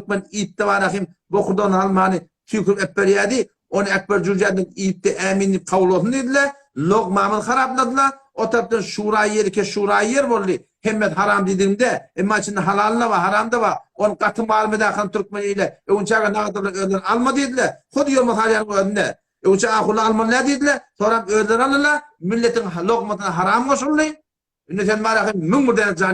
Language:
Turkmen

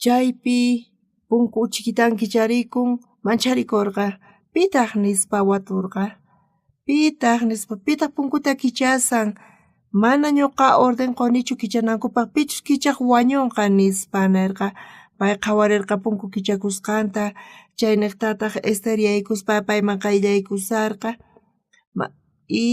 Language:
South Bolivian Quechua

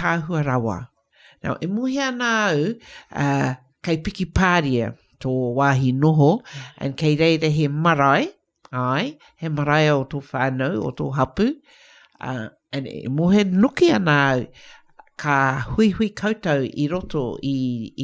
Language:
Māori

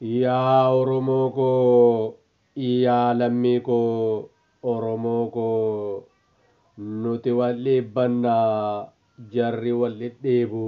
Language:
Oromo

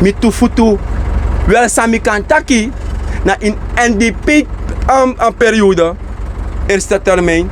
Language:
Sranan Tongo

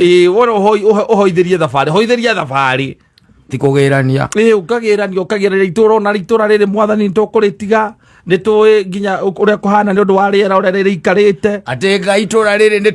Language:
Kikuyu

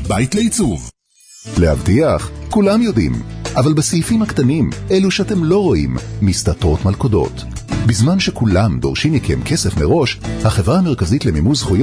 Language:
Hebrew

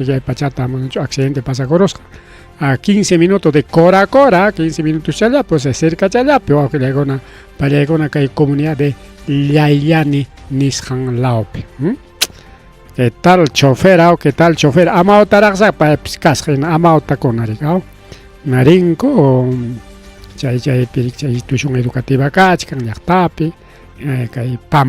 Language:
Ayacucho Quechua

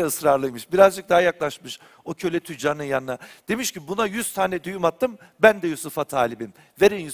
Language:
Turkish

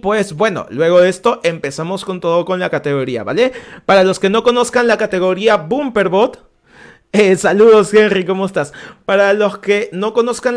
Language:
Spanish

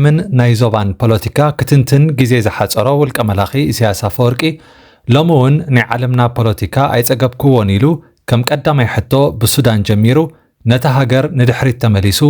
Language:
Tigrinya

